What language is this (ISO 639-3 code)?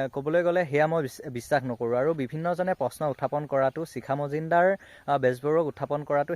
asm